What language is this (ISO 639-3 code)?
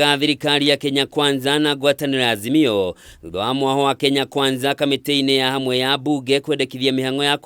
kik